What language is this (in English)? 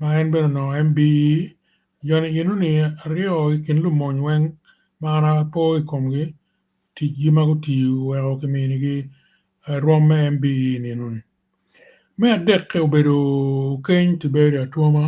Acoli